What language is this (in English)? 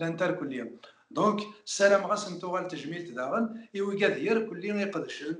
Kabyle